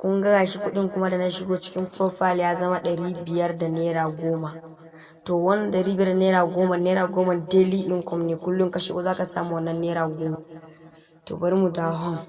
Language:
Hausa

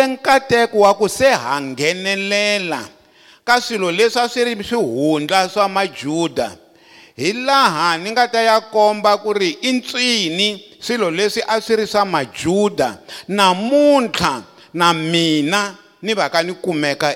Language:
Tsonga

